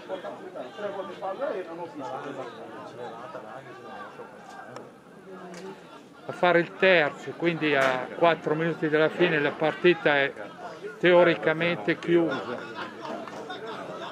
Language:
Italian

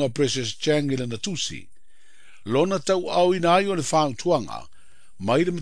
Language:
Samoan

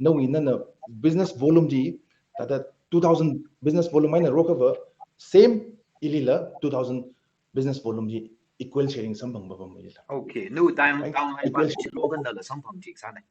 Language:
Tangkhul Naga (India)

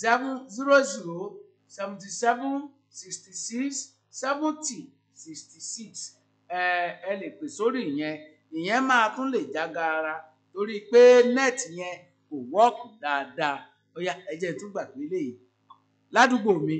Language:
Yoruba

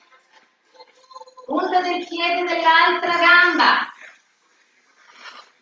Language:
Italian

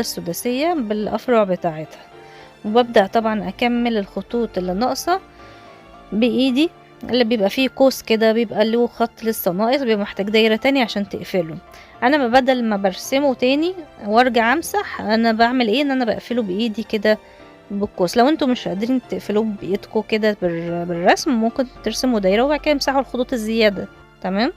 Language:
Egyptian Arabic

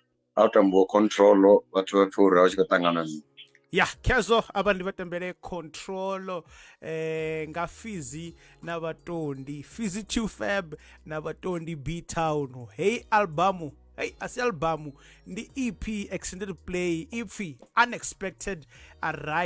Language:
Venda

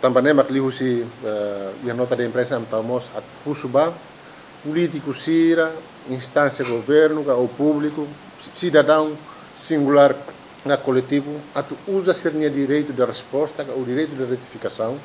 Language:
Tetum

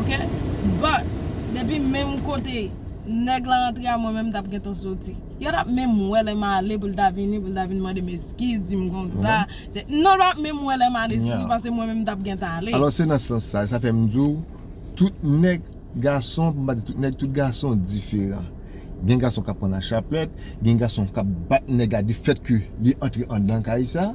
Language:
Haitian Creole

